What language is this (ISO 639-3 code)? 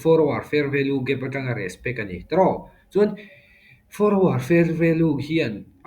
lus